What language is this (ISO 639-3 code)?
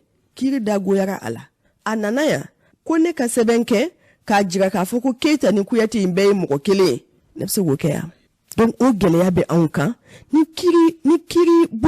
bam